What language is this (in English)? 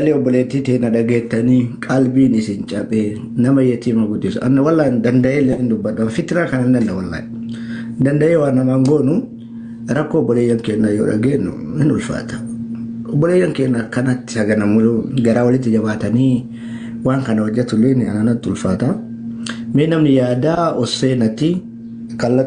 Oromo